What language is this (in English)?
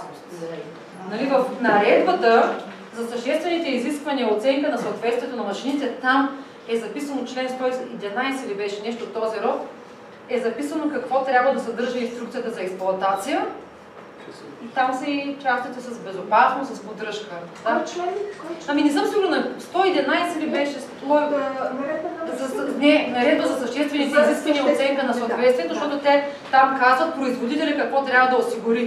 Bulgarian